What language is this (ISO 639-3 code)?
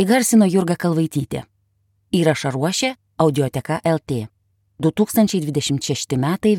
lit